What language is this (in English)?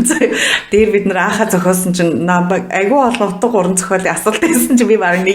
Mongolian